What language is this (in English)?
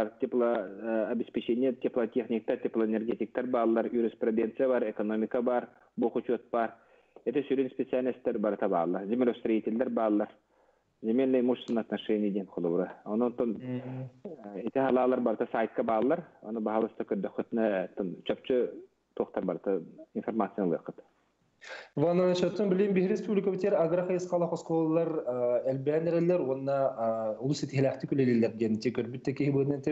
Yakut